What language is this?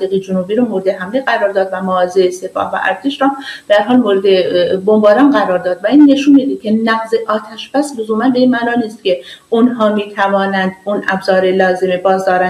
Persian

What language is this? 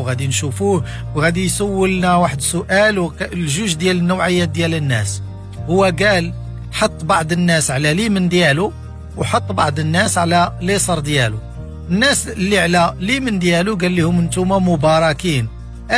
Moroccan Arabic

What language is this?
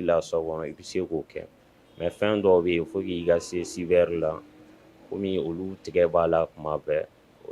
Bambara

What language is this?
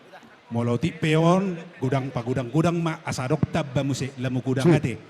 Batak Toba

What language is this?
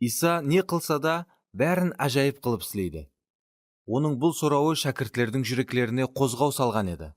Kara-Kalpak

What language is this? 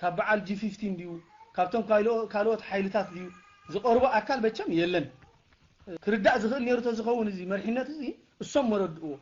Tigrinya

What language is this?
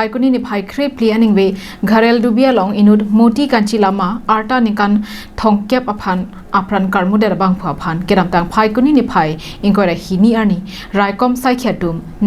Karbi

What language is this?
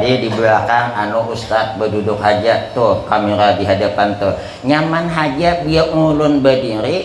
Banjar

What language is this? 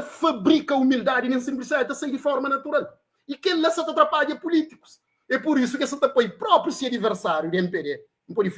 Kabuverdianu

